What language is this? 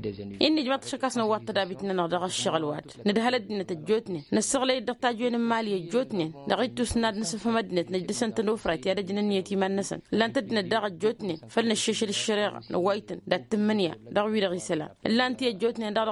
Tamasheq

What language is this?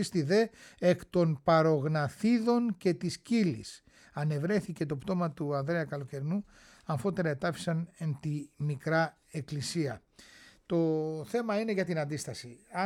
Greek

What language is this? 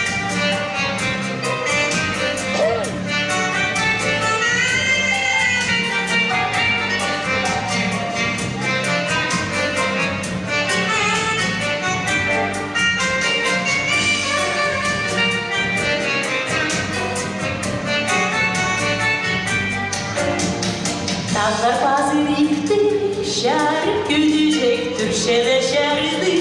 Khakas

